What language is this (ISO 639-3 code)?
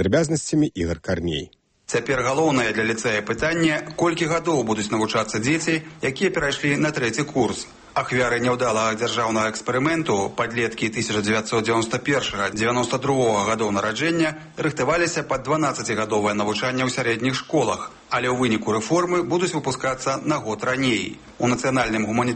bel